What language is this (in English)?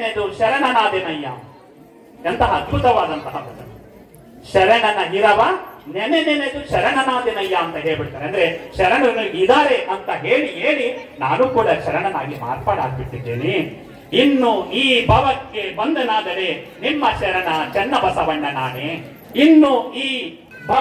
Kannada